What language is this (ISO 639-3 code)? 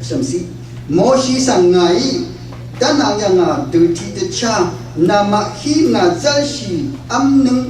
raw